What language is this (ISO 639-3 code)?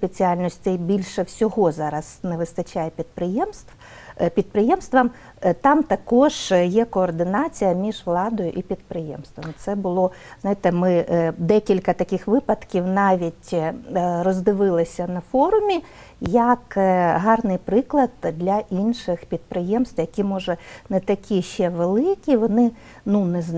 ukr